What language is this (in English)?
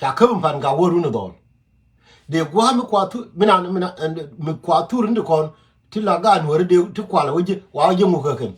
Nuer